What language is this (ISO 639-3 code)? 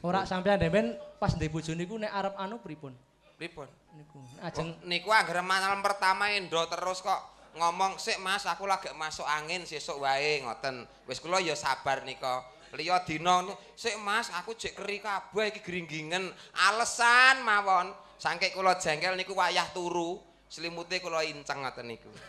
jav